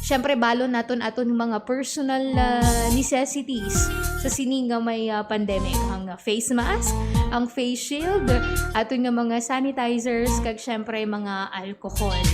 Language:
Hiligaynon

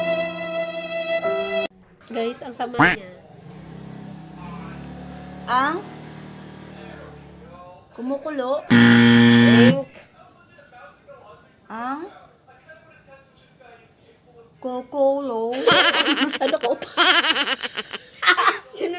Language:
Filipino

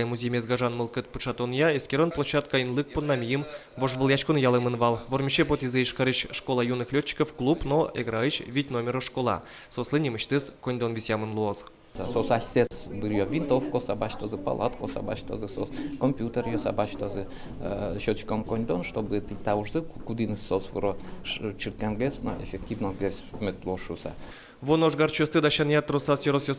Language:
Udmurt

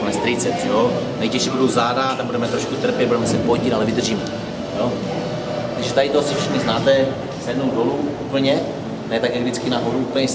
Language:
Czech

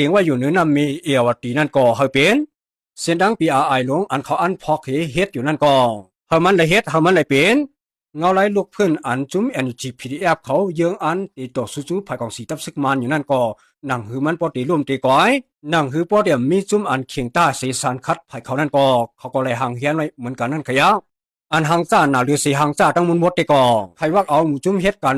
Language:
Shan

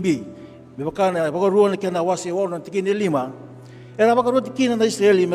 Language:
Fijian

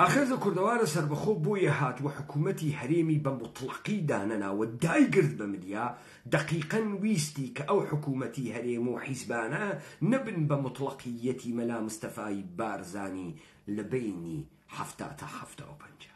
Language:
Central Kurdish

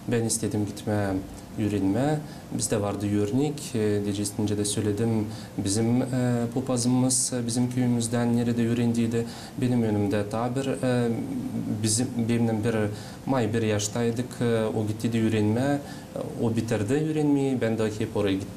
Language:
Gagauz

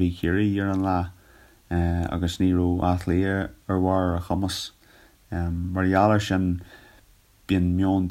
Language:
Irish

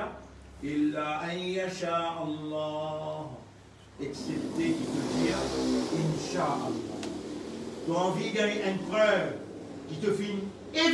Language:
Morisyen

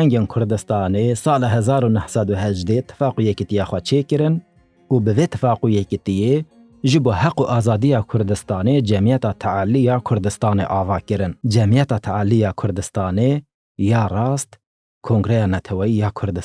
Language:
Kurdish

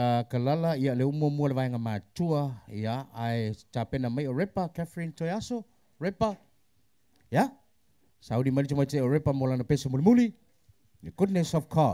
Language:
Samoan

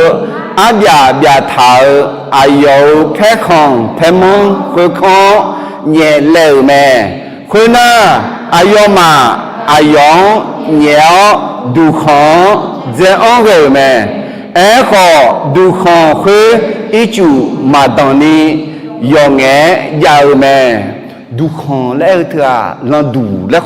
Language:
Akha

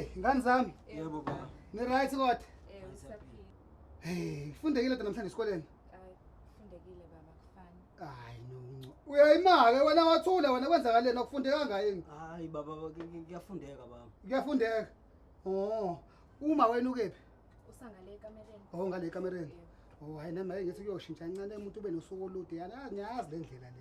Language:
Zulu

